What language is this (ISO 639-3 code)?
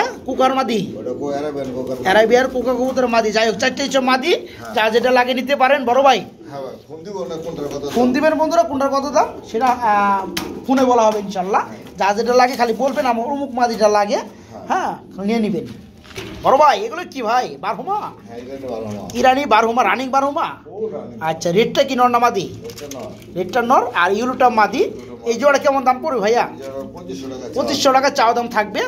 ben